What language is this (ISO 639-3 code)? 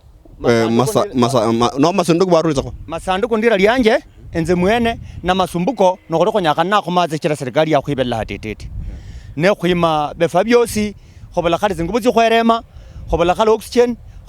luy